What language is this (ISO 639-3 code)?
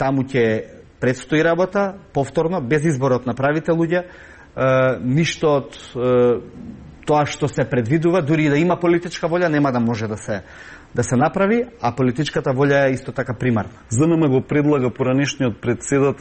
mkd